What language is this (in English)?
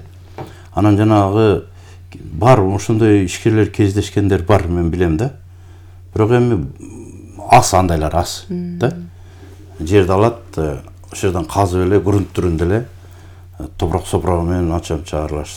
Kyrgyz